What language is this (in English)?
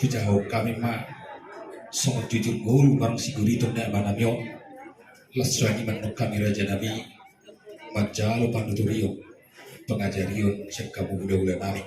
Batak Toba